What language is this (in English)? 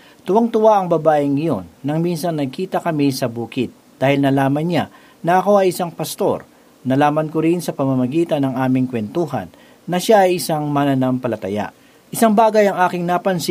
Filipino